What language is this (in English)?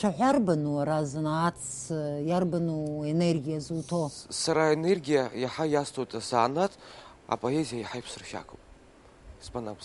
Abkhazian